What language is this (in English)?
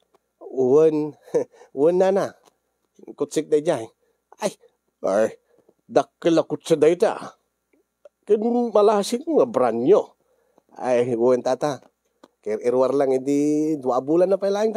Iloko